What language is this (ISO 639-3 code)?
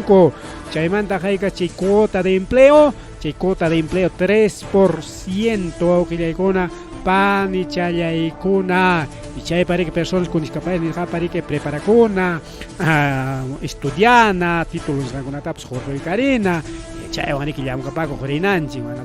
quy